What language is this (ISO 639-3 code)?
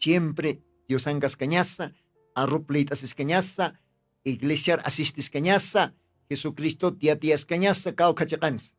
aym